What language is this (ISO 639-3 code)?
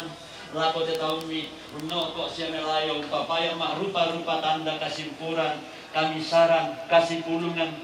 sda